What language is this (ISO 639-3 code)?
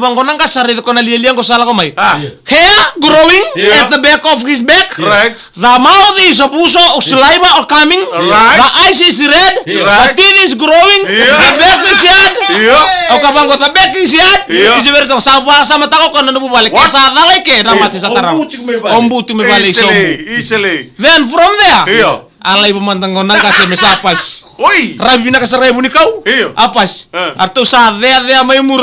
fij